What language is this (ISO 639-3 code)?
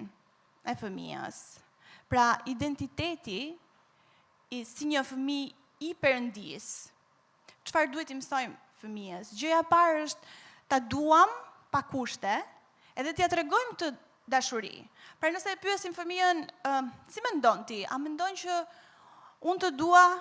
sqi